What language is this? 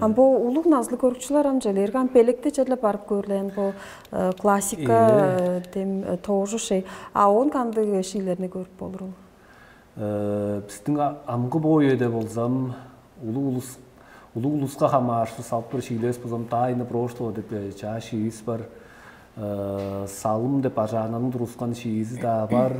Tuvinian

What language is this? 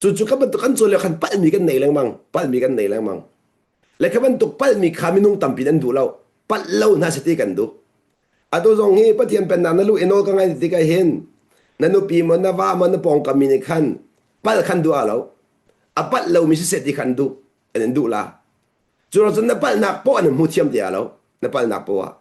Hakha Chin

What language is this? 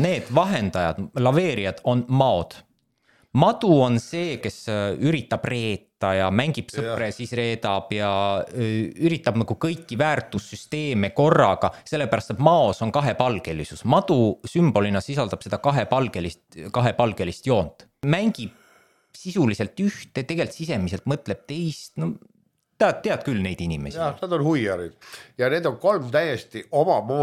Estonian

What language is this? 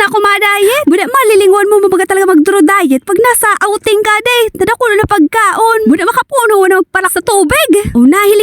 Bikol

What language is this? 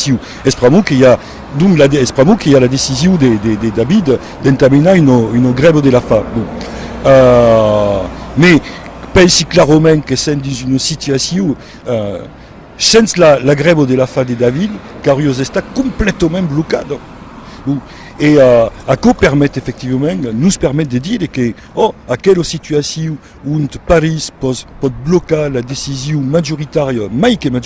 Occitan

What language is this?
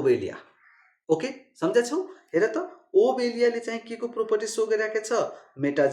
Nepali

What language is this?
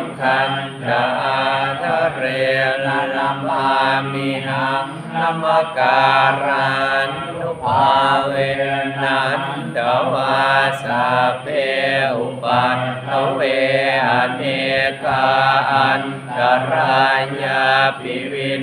Pali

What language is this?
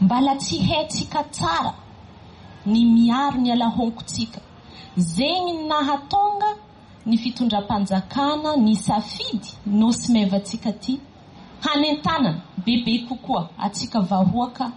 Malagasy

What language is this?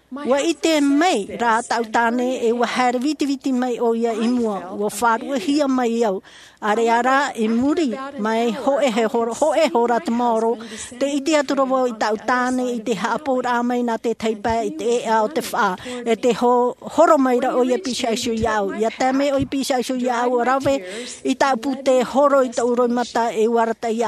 Tahitian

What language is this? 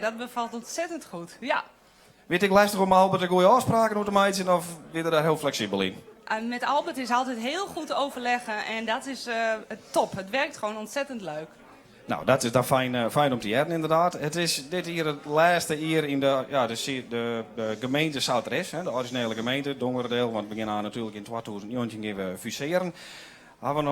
Western Frisian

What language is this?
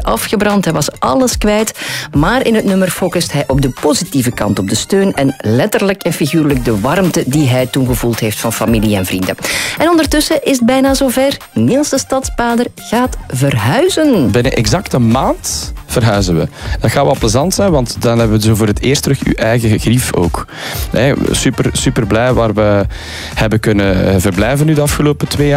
Dutch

